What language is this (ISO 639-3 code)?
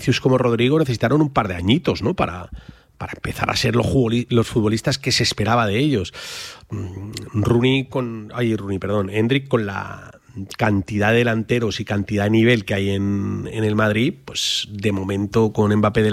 spa